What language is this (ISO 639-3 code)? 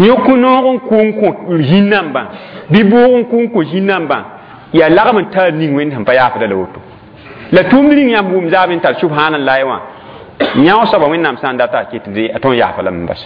mos